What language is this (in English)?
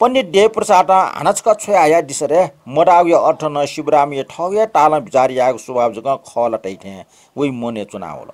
Newari